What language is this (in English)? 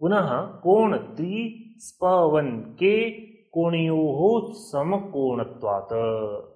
Sanskrit